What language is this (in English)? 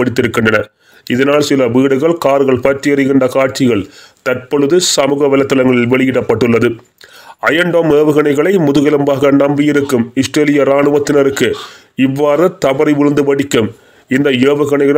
Tamil